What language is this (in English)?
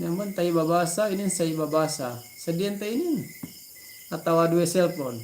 Yakan